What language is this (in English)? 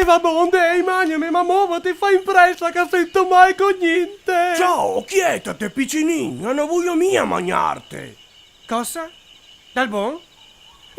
Venetian